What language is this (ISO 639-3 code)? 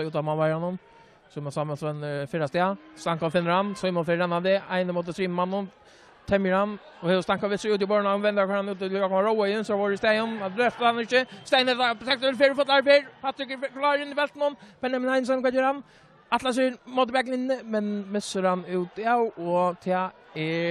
fao